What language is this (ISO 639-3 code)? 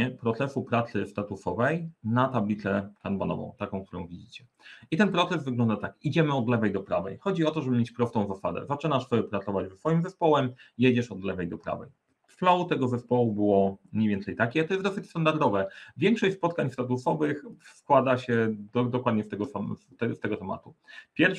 pol